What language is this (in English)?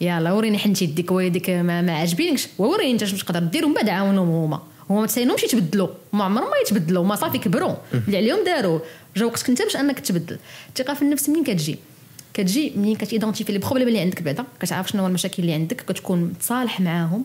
Moroccan Arabic